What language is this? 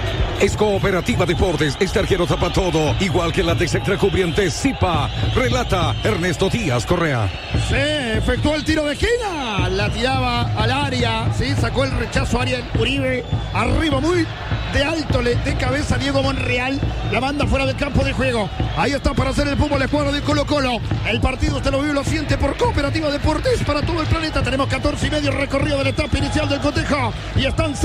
Spanish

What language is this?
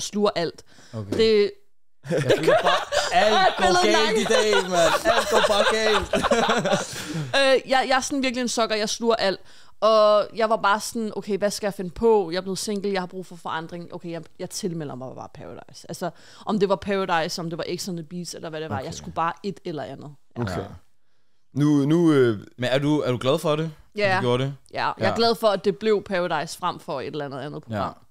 Danish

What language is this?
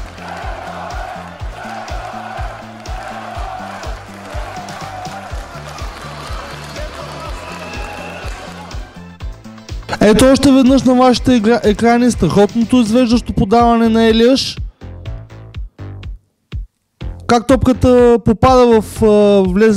Bulgarian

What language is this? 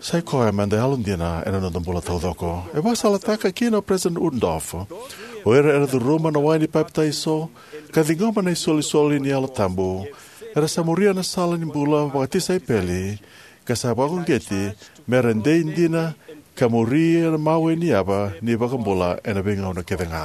Fijian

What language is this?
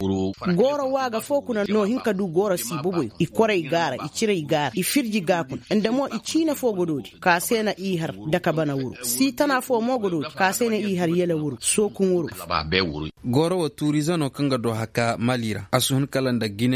Koyraboro Senni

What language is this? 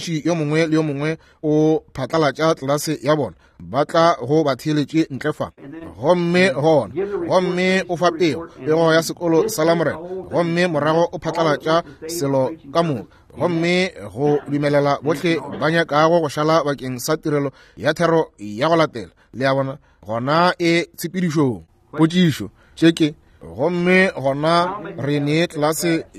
Northern Sotho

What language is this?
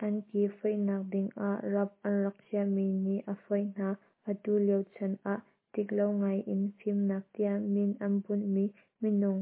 Hakha Chin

